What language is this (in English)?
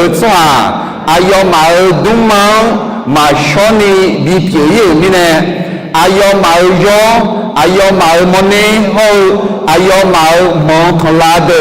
Akha